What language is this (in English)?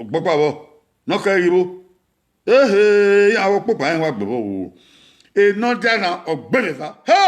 Bini